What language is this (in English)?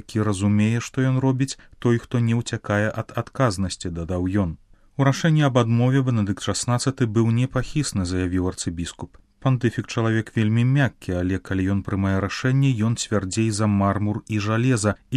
Belarusian